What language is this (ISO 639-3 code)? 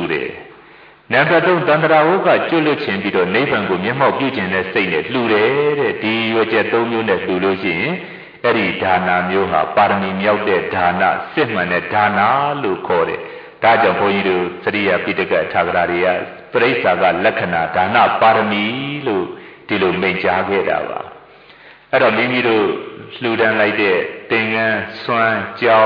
mya